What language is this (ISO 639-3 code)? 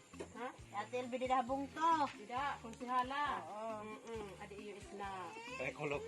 war